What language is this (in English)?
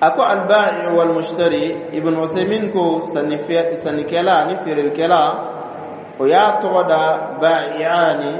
Dyula